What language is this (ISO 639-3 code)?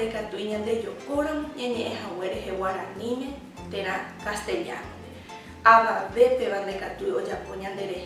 grn